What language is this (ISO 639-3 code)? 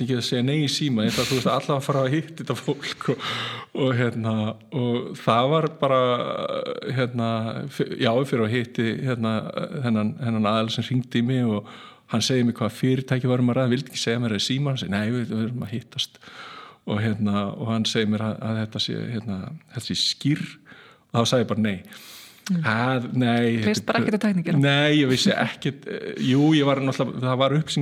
isl